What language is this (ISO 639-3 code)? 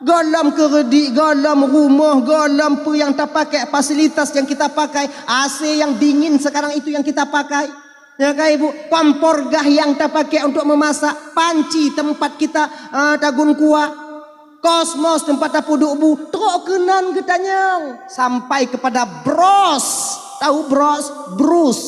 ace